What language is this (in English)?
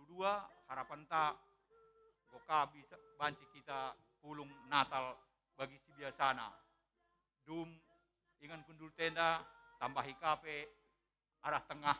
Batak Karo